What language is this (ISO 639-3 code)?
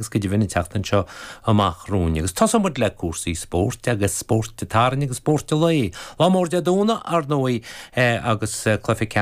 gle